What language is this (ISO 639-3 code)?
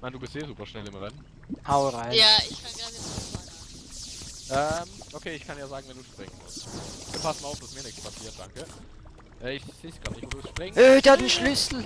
gsw